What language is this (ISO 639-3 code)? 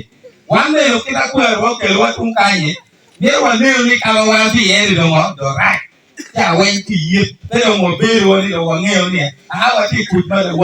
ach